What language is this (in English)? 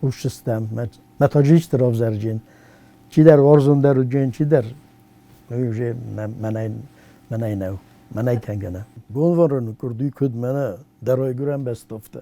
Ossetic